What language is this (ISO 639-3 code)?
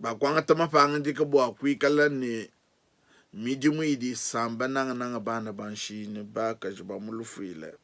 lua